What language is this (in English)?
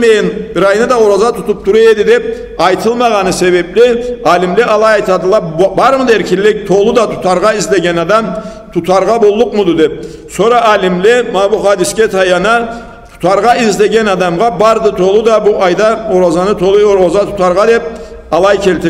Karachay-Balkar